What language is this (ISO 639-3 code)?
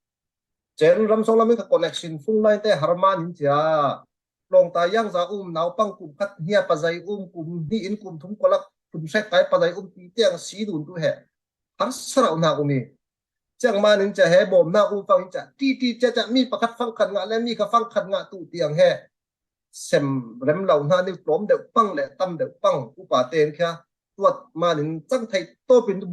cfm